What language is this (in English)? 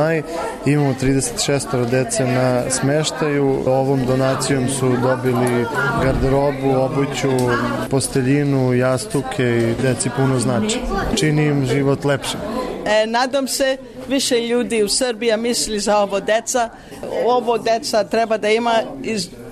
Serbian